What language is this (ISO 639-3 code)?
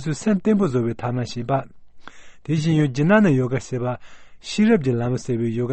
bod